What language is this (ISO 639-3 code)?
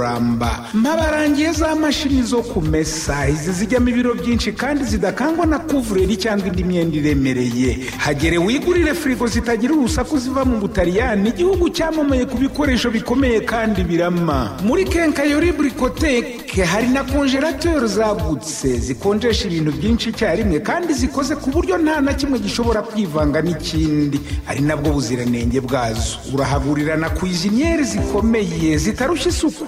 kin